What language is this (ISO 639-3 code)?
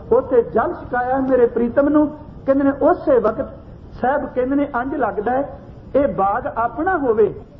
pan